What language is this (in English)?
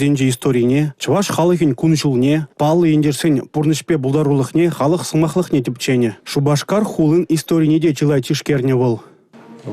Chuvash